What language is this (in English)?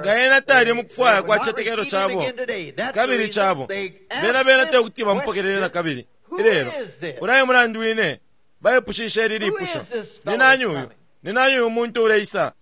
Bemba